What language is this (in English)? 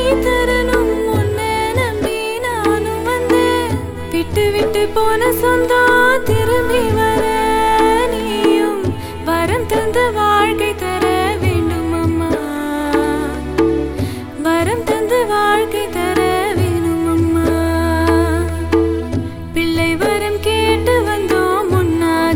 Tamil